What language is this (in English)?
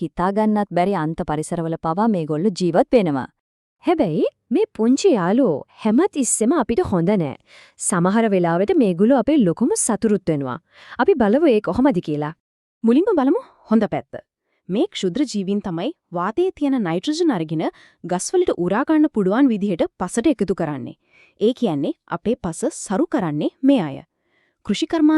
Sinhala